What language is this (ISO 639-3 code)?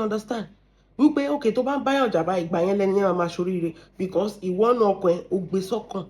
yor